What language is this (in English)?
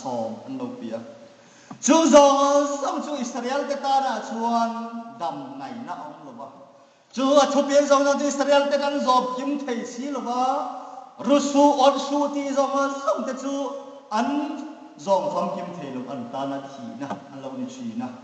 Hmar